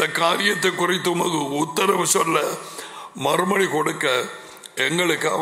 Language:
Tamil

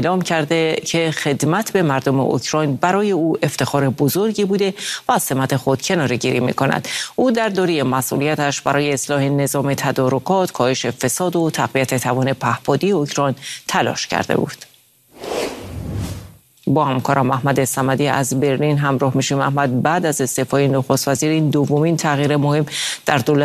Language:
Persian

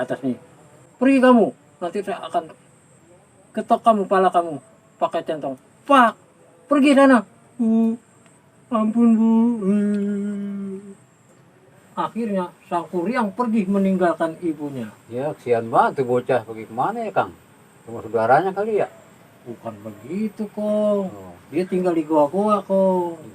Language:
Betawi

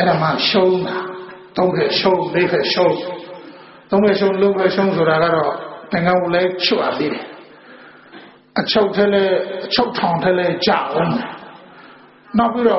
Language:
Burmese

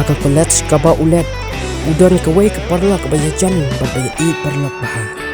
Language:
Khasi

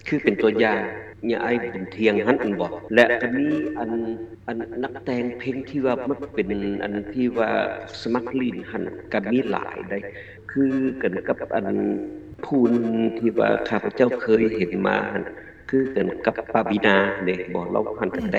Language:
Lao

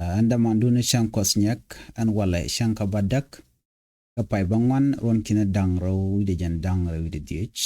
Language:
Nuer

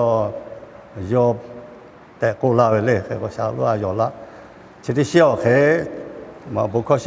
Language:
Lahu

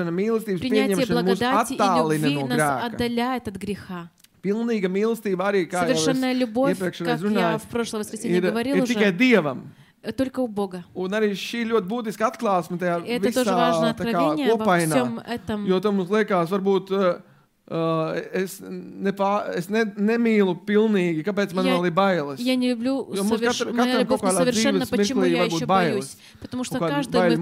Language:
Latvian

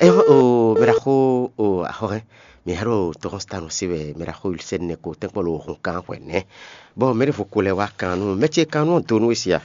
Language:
Fon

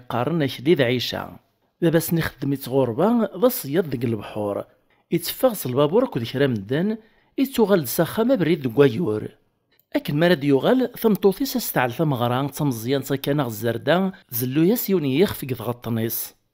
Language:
Kabyle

